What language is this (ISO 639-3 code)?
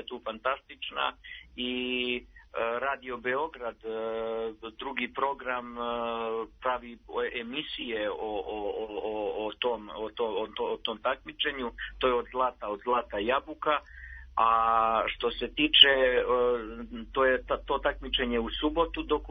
srp